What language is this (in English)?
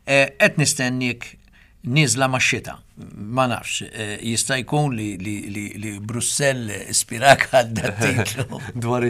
Maltese